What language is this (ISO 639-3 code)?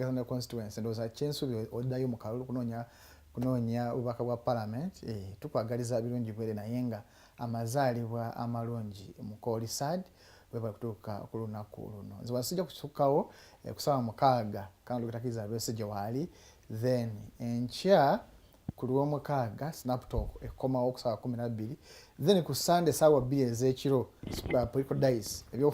lug